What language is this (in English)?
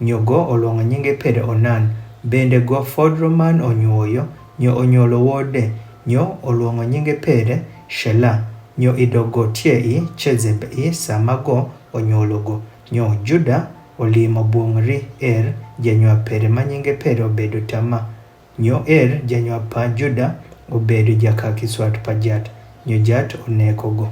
Adhola